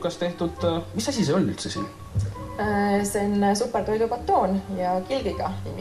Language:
Estonian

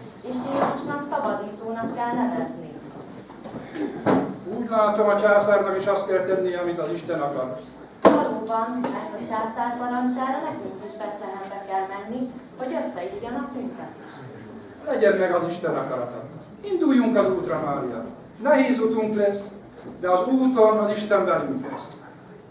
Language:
Hungarian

